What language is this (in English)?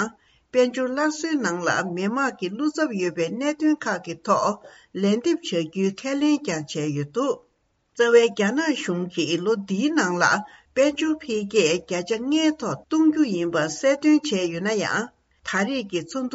Tibetan